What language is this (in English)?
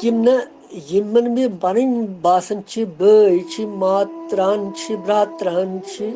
Kashmiri